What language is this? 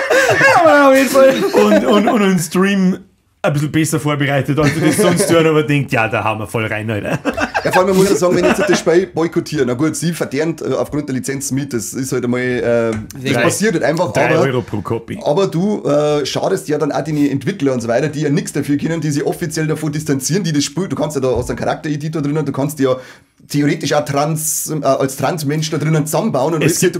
Bavarian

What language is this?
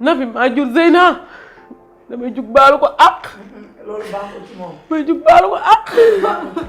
Wolof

